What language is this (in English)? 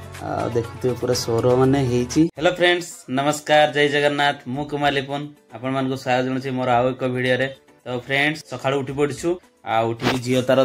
Odia